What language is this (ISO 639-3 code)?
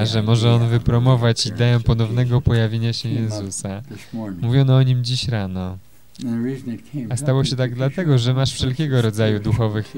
pol